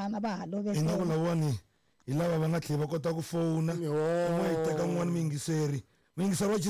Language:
Tsonga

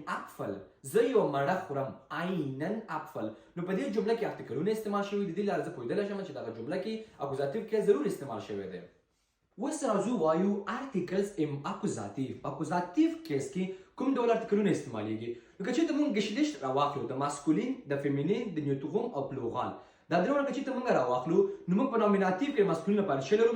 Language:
Pashto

